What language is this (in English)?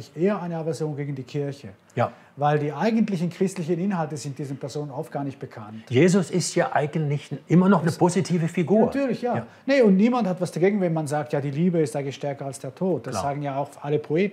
Swiss German